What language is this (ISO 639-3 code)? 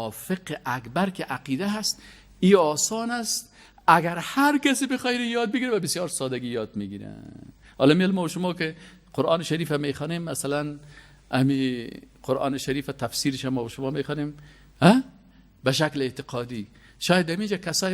fas